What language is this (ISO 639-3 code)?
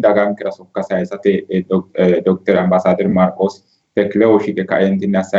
sid